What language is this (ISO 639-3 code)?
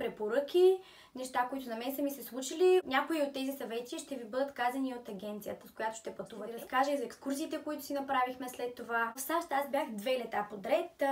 bul